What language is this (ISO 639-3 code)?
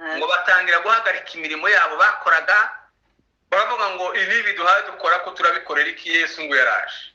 kin